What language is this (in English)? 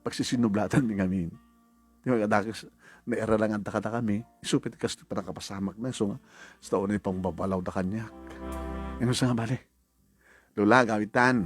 Iloko